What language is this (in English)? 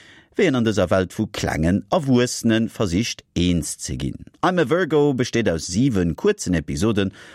Luxembourgish